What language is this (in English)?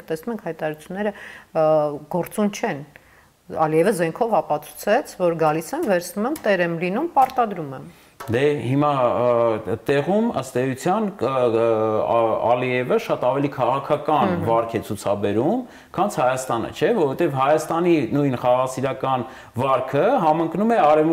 Armenian